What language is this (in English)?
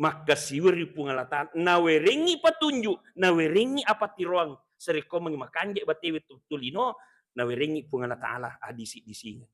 Buginese